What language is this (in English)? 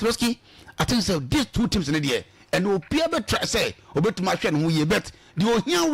Akan